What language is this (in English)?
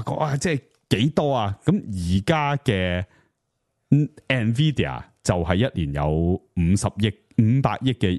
Cantonese